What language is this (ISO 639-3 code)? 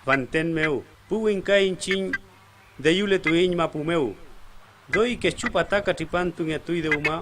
arn